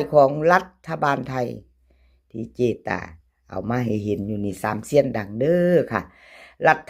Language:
Northeastern Thai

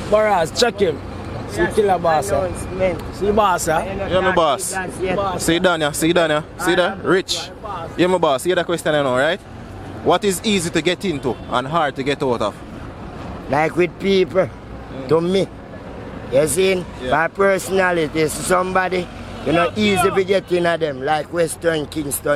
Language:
Jamaican Creole English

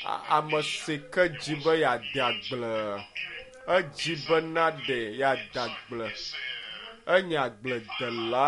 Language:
Ewe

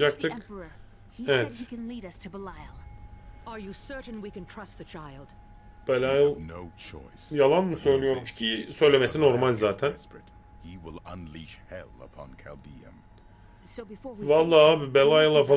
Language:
Turkish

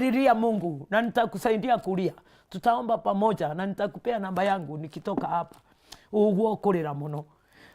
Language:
Meru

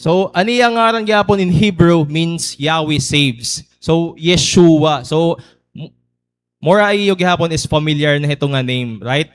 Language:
Waray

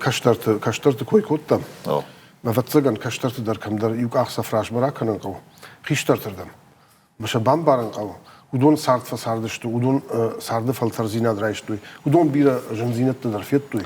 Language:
Ossetic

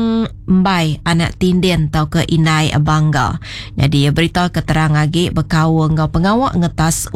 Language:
Iban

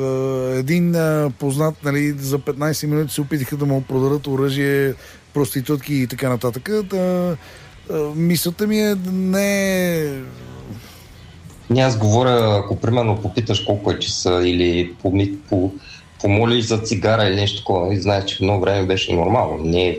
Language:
Bulgarian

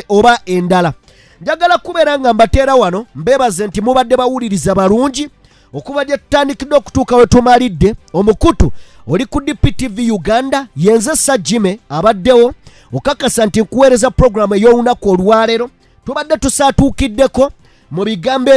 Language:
Ganda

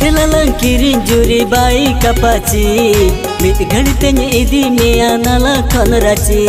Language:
Santali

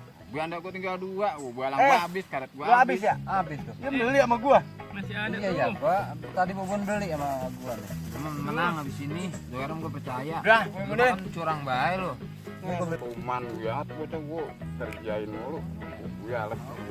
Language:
Betawi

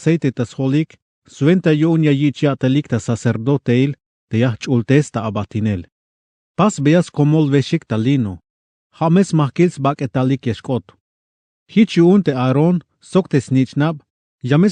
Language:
Tzeltal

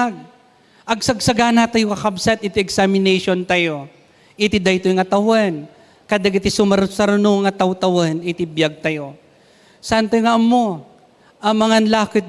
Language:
Iloko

